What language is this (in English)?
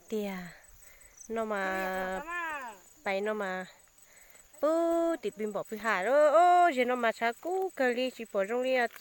Hmong